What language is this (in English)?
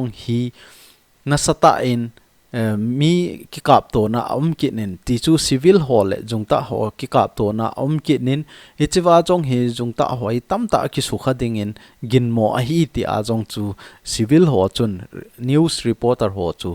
Thado Chin